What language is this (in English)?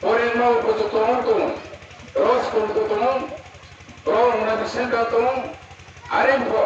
Riang (India)